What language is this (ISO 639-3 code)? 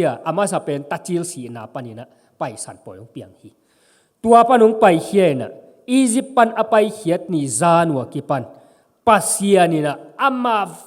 ctd